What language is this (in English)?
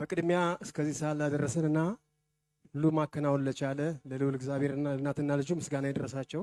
Amharic